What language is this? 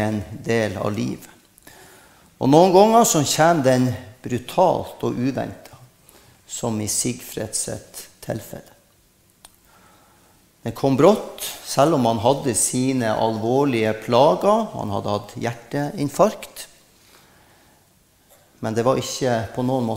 Norwegian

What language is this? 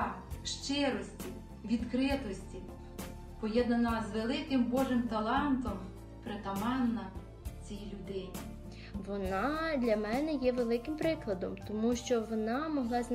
Ukrainian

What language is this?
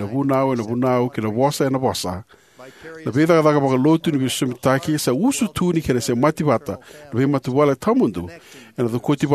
Fijian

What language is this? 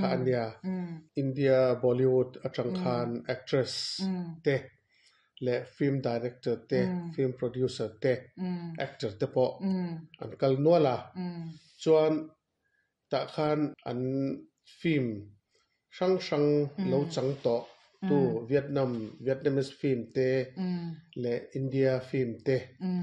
Mizo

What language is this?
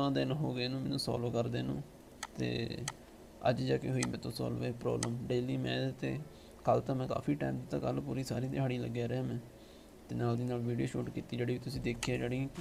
Punjabi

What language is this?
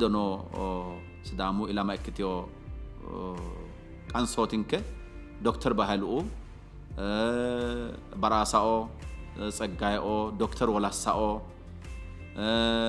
Sidamo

